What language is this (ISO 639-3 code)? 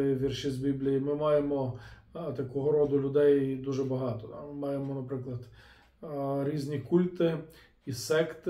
ukr